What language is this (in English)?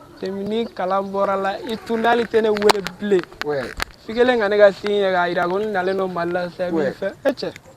Bambara